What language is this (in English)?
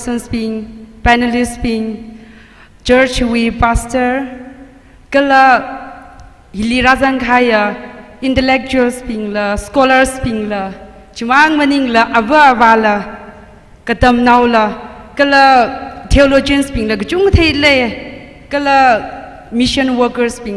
Tangkhul Naga (India)